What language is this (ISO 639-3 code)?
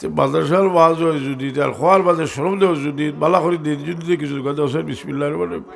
syl